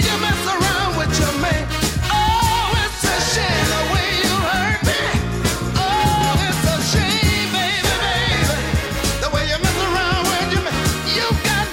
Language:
English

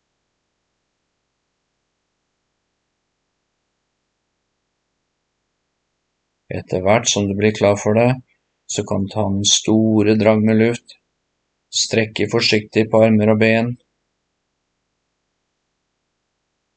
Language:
Norwegian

